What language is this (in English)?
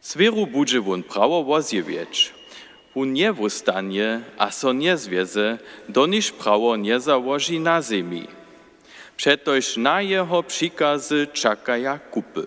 Upper Sorbian